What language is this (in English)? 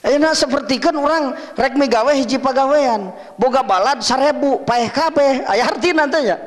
Sundanese